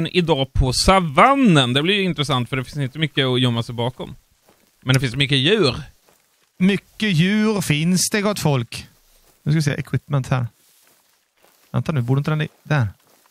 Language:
Swedish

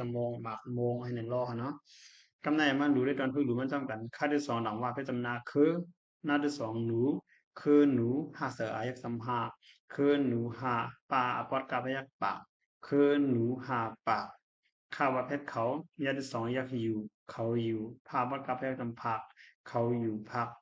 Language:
Shan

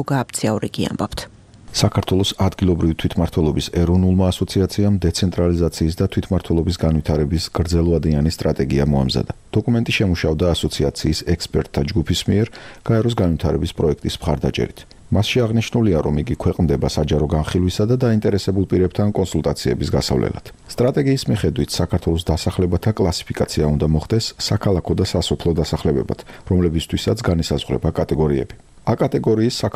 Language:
Georgian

